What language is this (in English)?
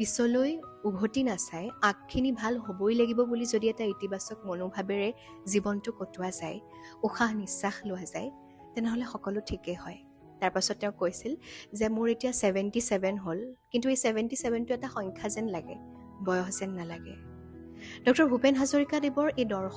Assamese